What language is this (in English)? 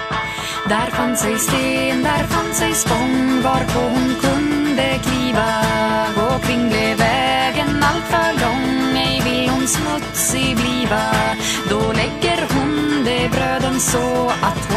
Swedish